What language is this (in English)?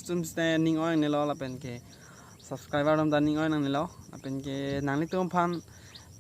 Karbi